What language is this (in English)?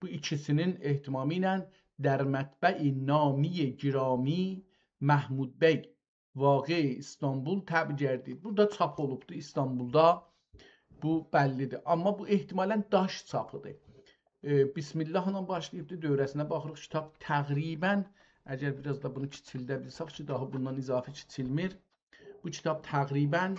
South Azerbaijani